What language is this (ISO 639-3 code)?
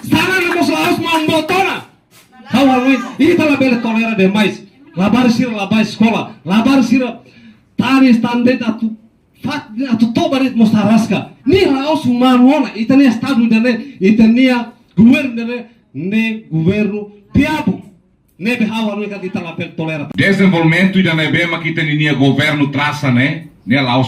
tet